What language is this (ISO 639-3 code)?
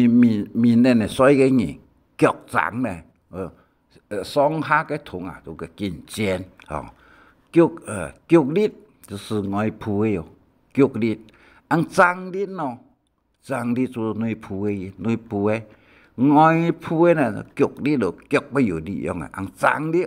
hak